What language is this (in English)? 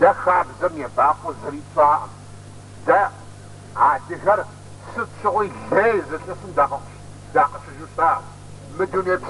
Kabardian